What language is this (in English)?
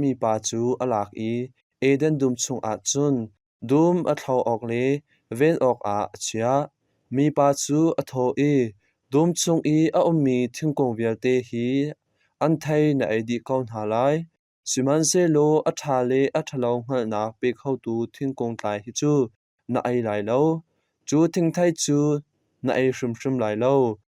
Hakha Chin